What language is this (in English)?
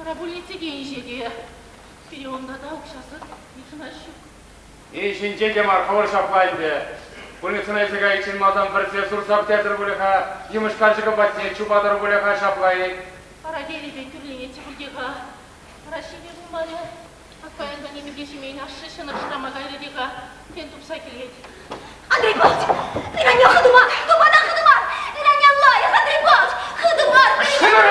Chuvash